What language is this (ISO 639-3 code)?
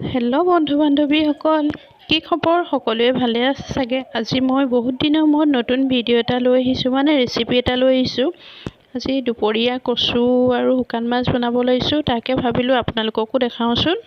asm